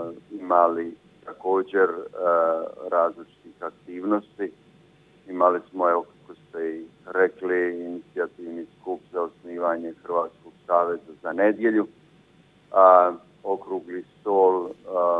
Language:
Croatian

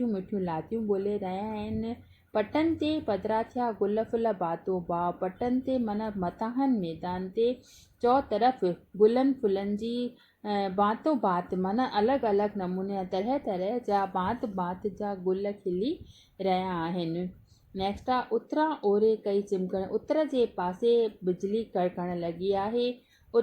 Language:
Sindhi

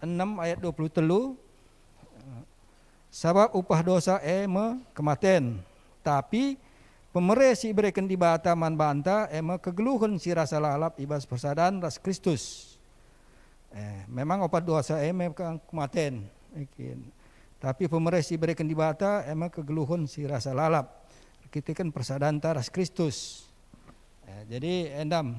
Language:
Batak Karo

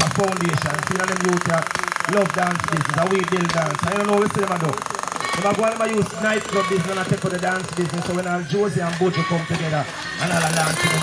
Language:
Jamaican Creole English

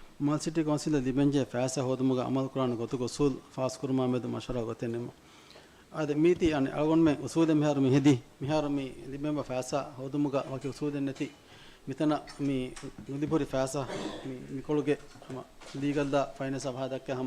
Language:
Divehi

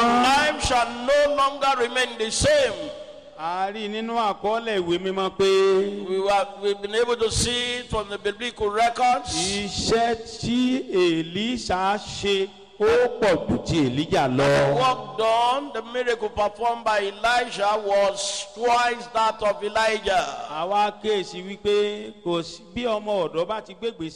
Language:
Yoruba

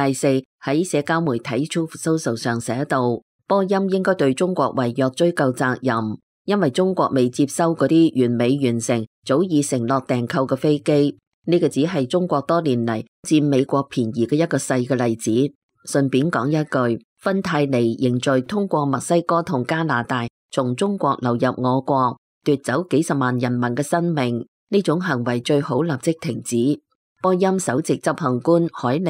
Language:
Cantonese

